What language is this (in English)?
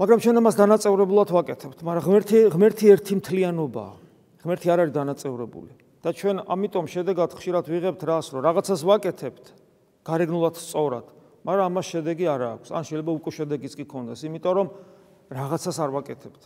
Georgian